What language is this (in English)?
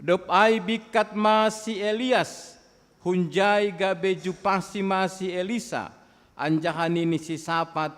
Batak Simalungun